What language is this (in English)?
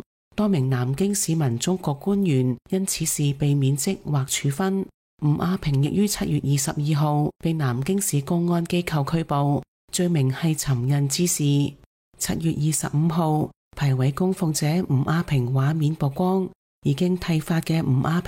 Cantonese